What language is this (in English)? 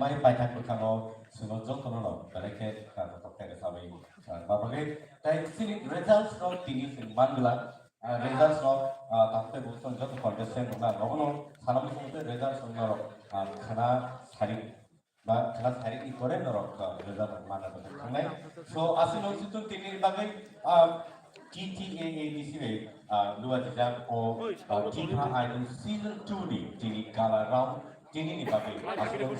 Kok Borok